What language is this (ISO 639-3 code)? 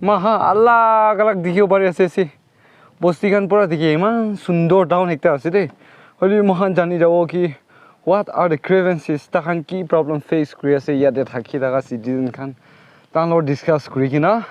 nag